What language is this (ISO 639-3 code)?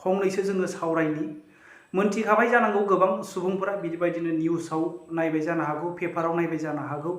brx